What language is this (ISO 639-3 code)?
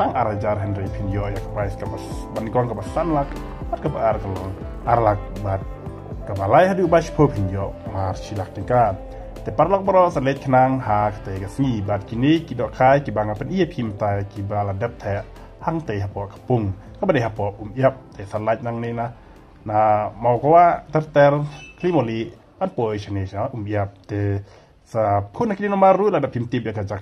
kha